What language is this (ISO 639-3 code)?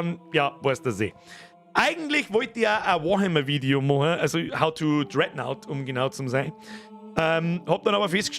bar